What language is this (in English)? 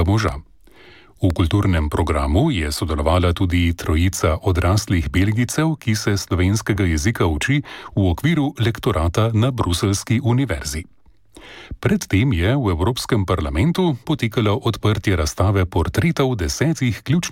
Slovenian